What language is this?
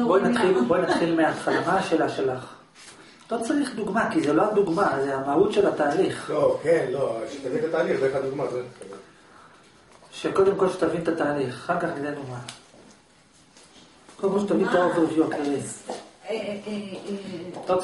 Hebrew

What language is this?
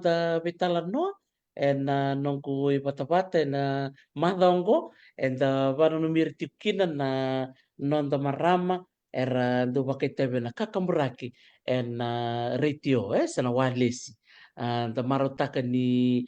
Fijian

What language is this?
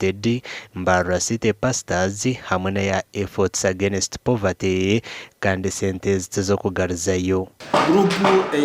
Nyankole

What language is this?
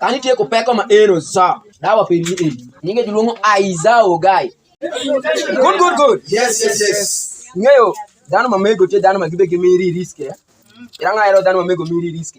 Alur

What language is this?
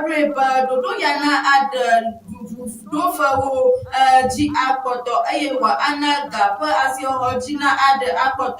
Ewe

